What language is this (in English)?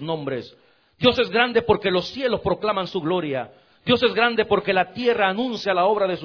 Spanish